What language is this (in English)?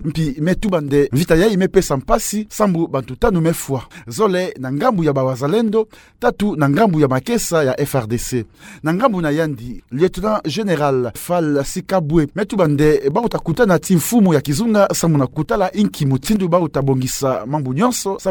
Kituba (Democratic Republic of Congo)